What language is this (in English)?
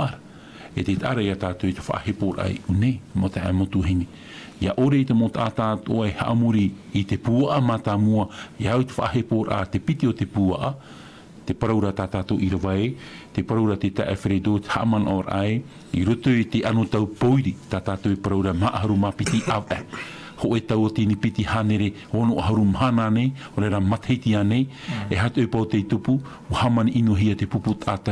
Tahitian